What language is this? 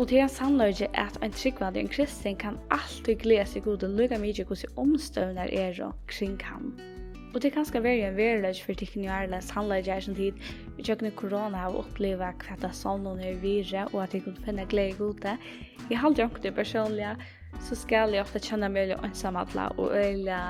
Faroese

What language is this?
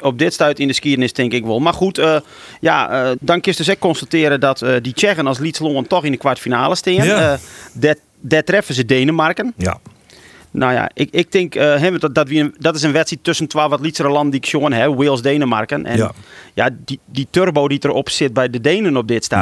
Western Frisian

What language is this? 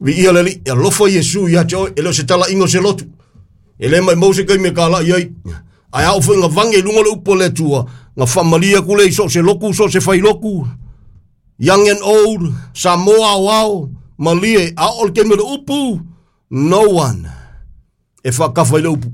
Samoan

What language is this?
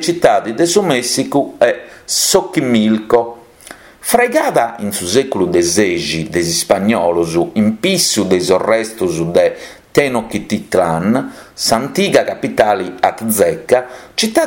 Sardinian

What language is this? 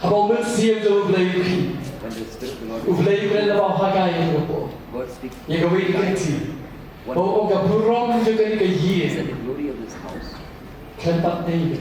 Khasi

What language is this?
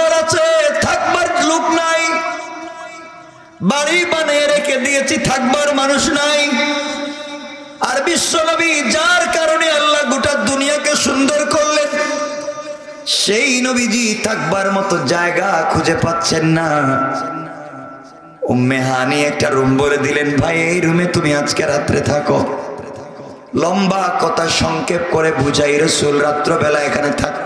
Bangla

